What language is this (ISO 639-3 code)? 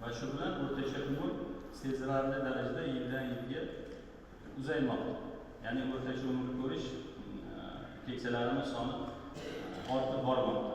uzb